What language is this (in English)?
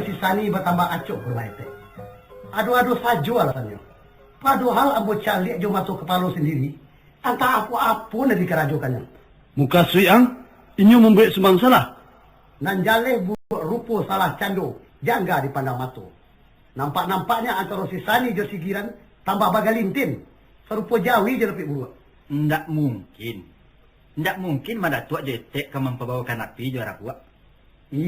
Minangkabau